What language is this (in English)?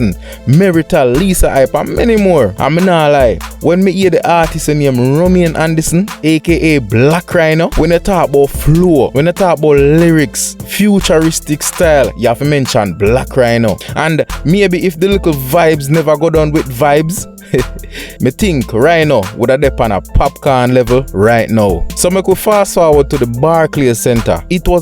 Jamaican Creole English